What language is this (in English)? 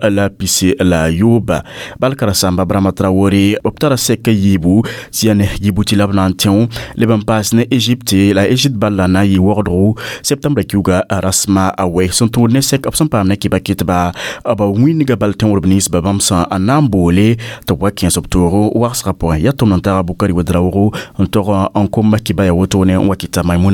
Mossi